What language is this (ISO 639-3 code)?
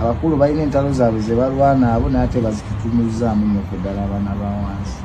lug